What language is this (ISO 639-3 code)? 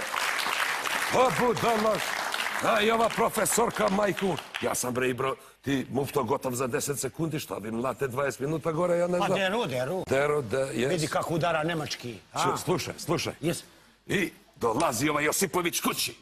srp